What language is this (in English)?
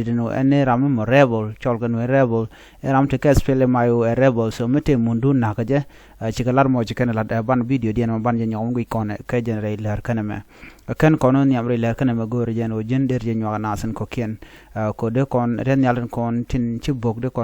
Nuer